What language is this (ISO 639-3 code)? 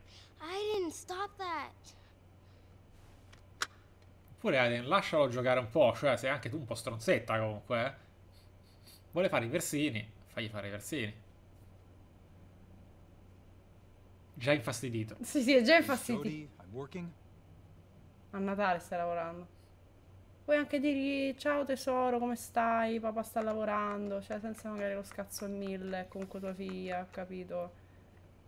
ita